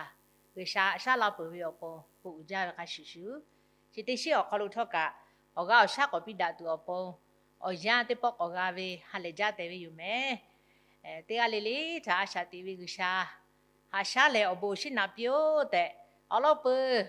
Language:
Lahu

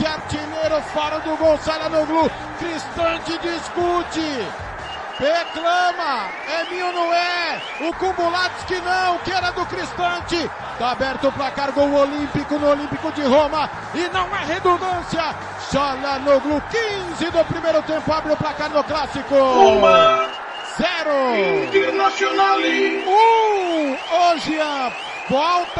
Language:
Portuguese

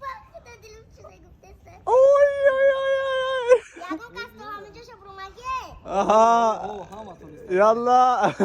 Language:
Tajik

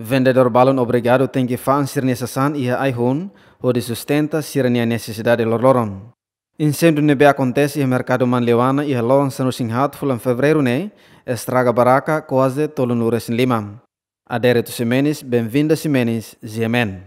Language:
Tetum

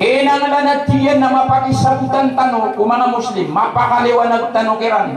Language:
Maranao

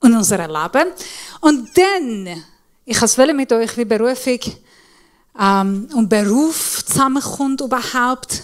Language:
Swiss German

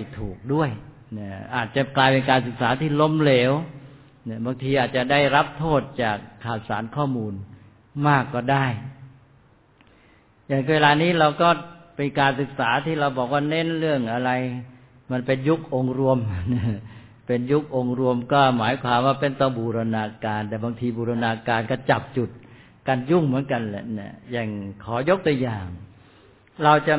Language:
Thai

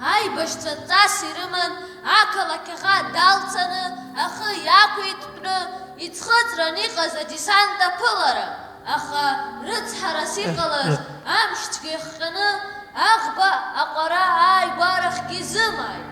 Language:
Abkhazian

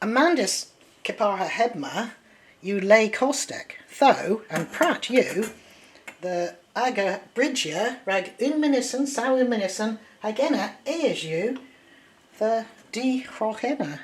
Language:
Cornish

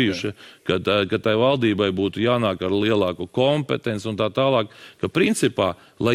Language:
Latvian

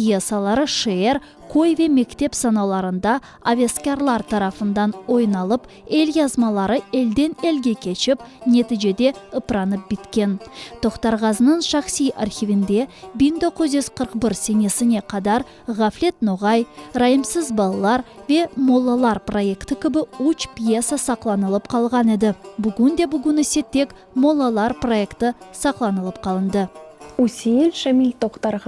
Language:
Crimean Tatar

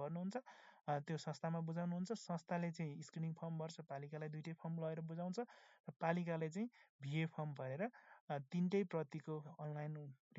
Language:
Nepali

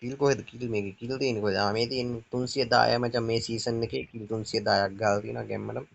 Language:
Sinhala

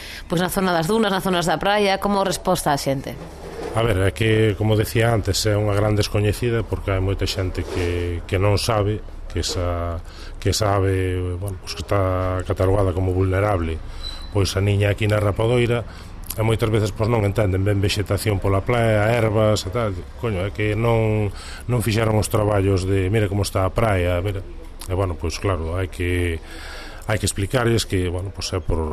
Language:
Galician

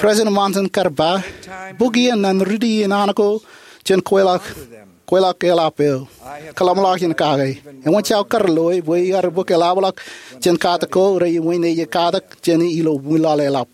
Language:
Marshallese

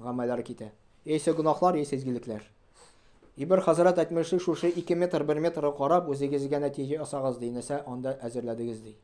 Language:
Tatar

